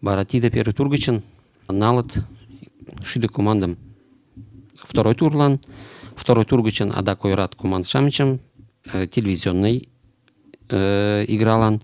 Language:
Mari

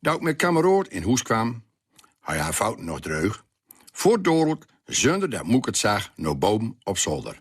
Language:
Gronings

